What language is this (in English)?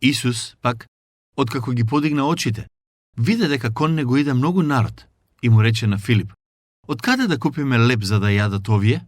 Macedonian